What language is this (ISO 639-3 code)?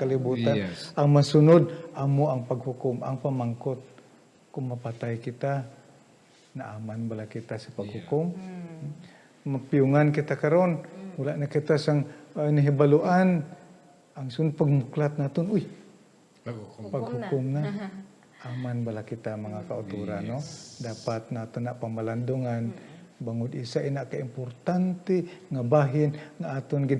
hil